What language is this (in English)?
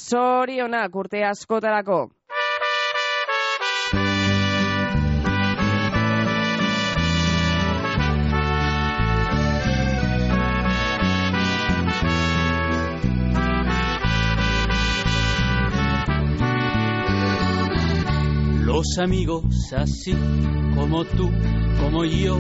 Basque